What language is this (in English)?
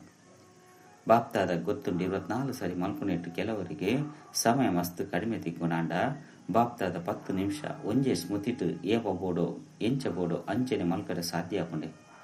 Tulu